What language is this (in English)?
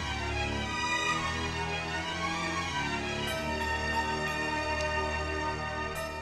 Tamil